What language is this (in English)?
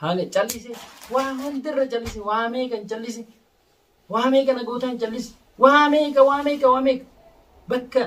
Oromo